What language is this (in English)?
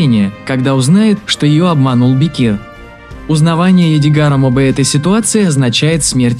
Russian